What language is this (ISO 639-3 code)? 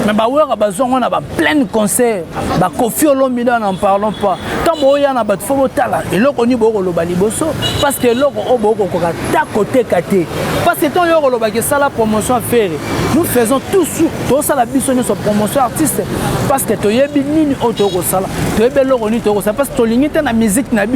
lin